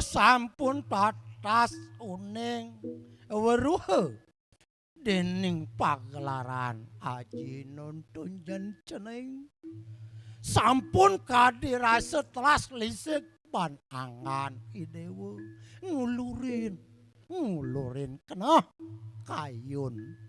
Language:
Balinese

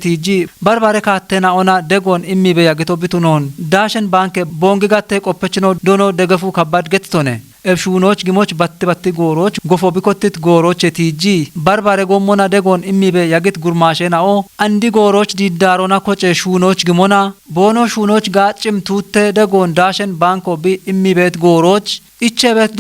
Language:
Kafa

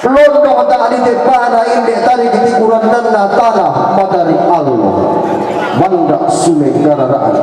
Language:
Toraja-Sa'dan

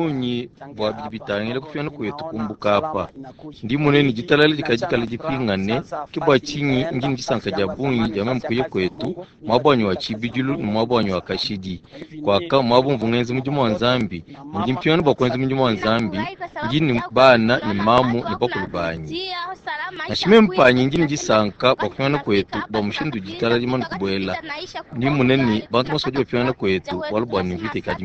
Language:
Luba-Lulua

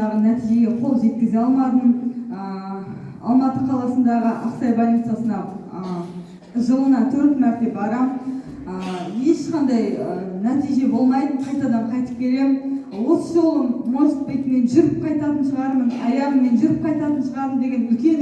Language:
Kazakh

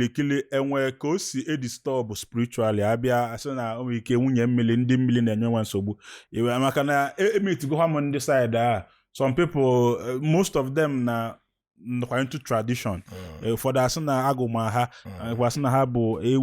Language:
Igbo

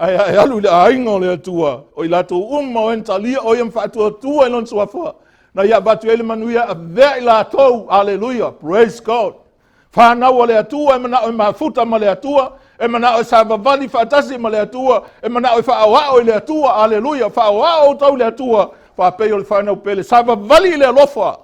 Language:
Samoan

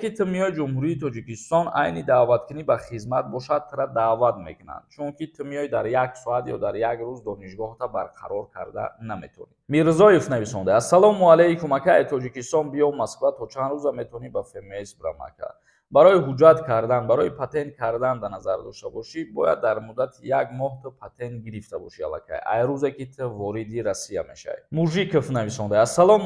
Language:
Tajik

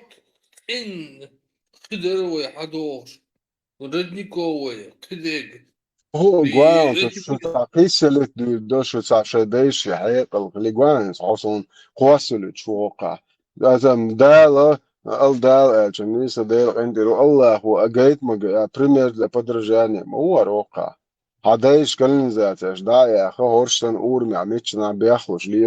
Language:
Chechen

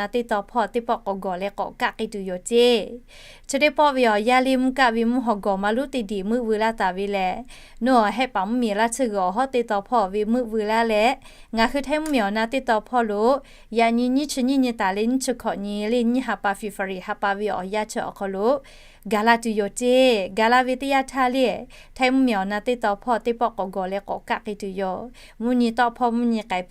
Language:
Lahu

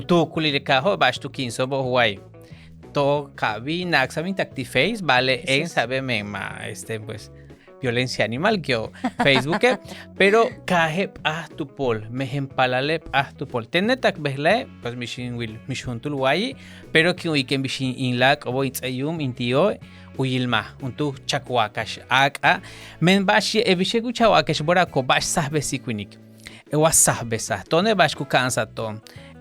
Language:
Yucateco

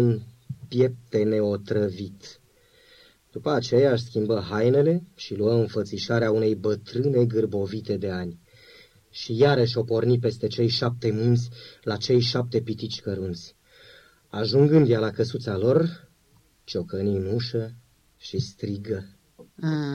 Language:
Romanian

